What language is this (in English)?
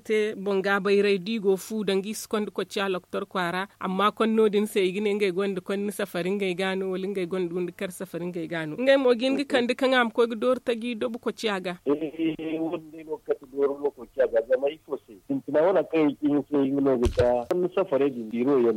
Zarma